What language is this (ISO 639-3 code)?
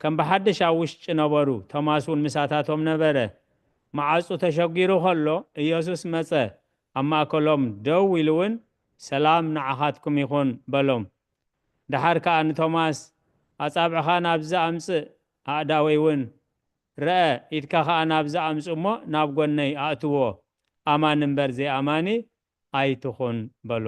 tir